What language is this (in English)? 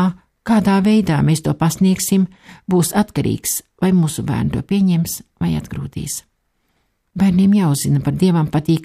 Latvian